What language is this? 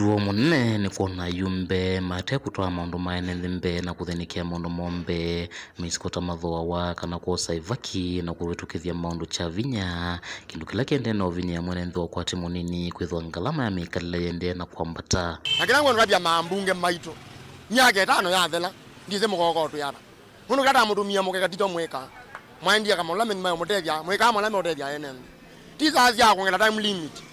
Kamba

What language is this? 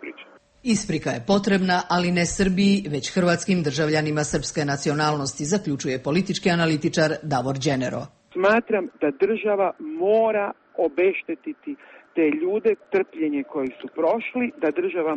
Croatian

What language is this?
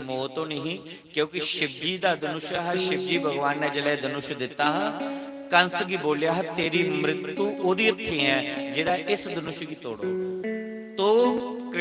Dogri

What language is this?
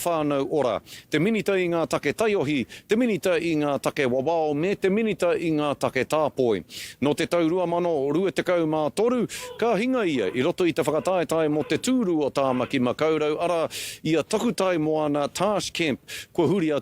Māori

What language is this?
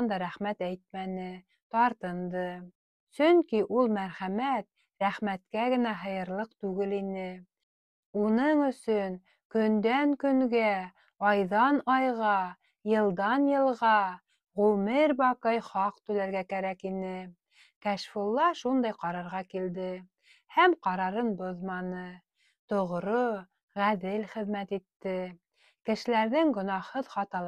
Bashkir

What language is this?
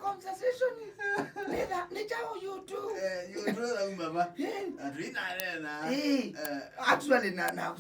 Kamba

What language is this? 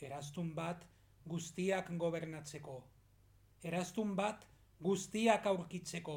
Basque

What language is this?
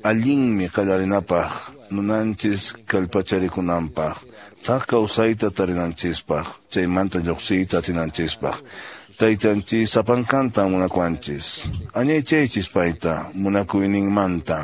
Quechua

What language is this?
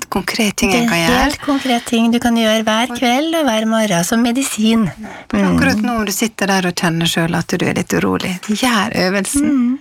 Norwegian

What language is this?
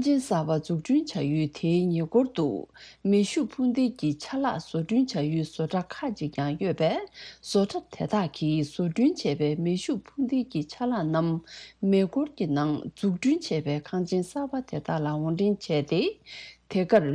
Tibetan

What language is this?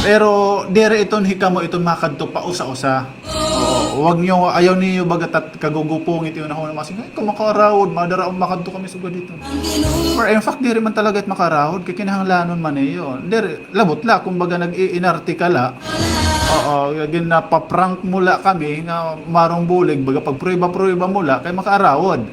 Waray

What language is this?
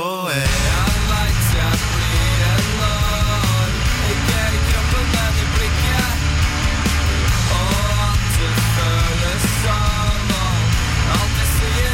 Norwegian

